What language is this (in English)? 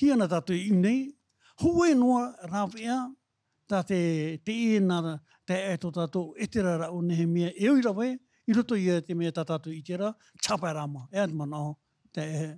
Tahitian